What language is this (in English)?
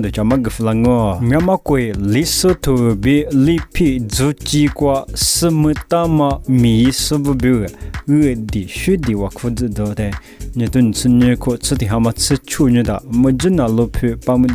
Lisu